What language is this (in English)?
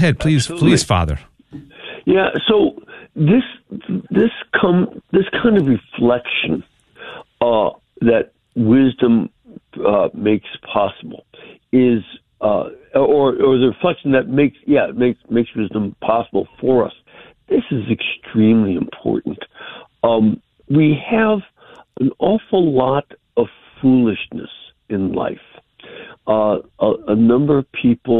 English